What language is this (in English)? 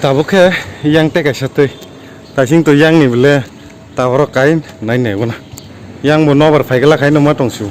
Kok Borok